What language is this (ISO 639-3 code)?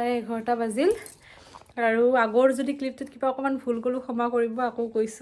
asm